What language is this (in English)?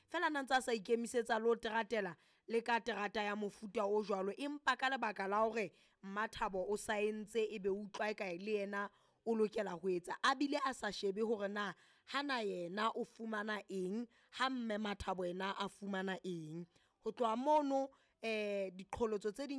Southern Sotho